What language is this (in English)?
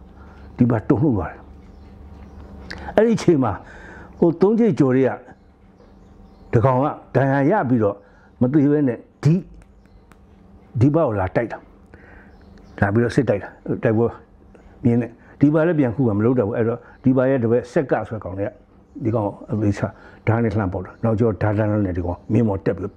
Burmese